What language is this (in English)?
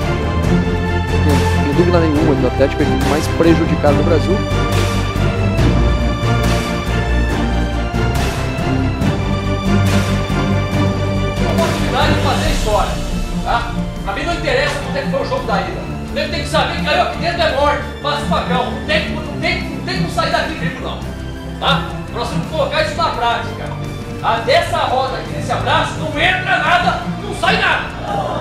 Portuguese